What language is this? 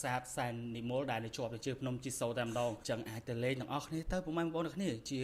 Khmer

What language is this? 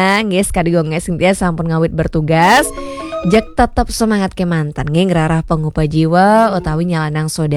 Balinese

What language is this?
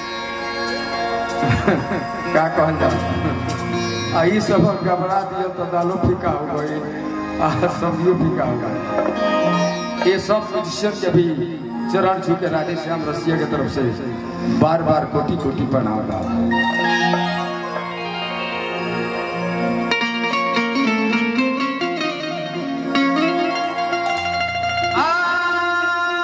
Bhojpuri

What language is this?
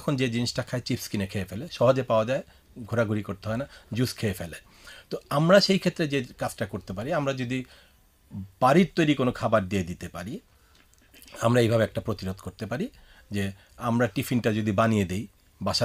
Bangla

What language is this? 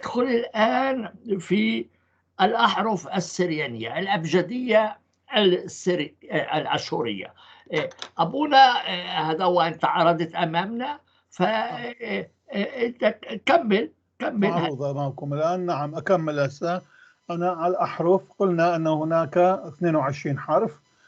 North Levantine Arabic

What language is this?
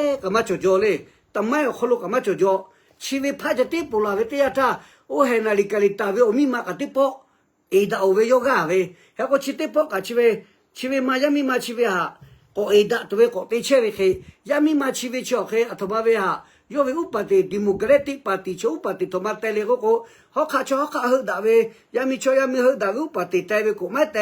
Lahu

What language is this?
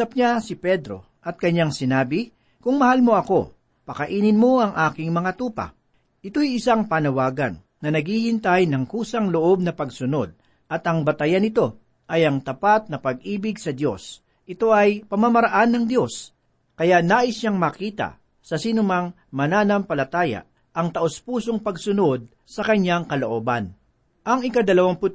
Filipino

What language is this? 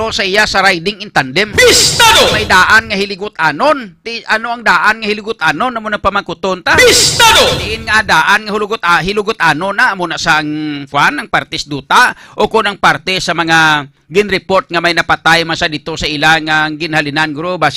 Hiligaynon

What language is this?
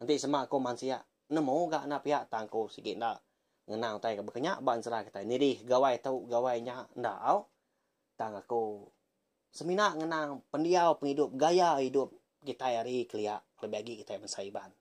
Iban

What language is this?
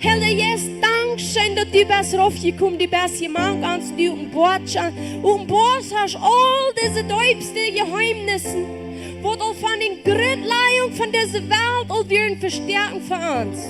Plautdietsch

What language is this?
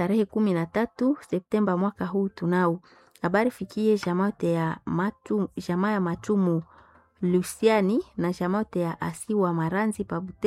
Swahili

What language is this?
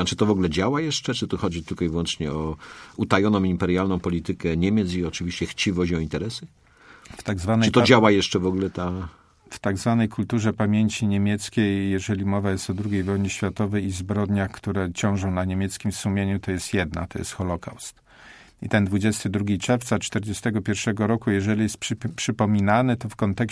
Polish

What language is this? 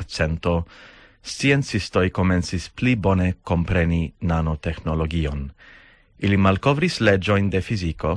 Esperanto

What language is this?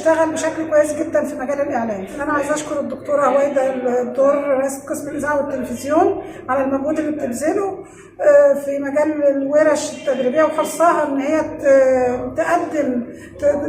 Egyptian Arabic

